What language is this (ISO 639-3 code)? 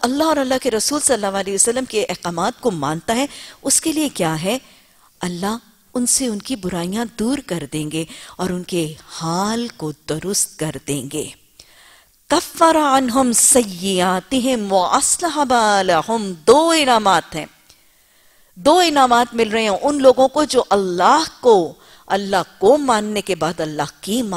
urd